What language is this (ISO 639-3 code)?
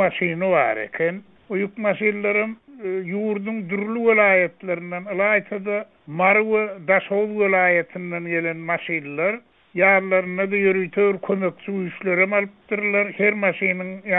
tuk